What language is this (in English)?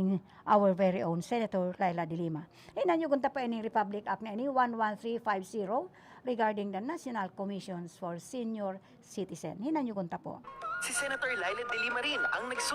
Bikol